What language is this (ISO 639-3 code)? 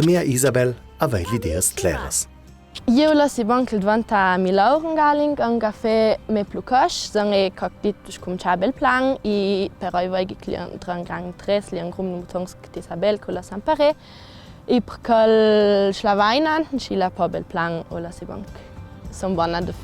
lld